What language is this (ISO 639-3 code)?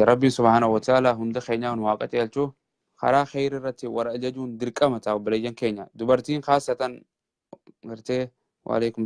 orm